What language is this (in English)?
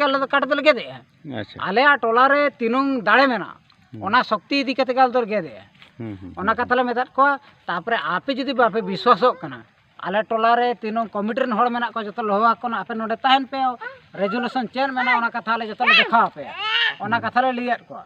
Santali